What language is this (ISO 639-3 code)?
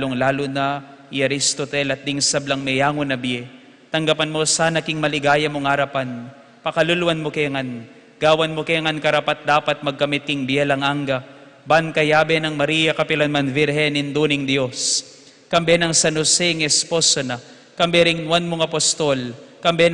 pam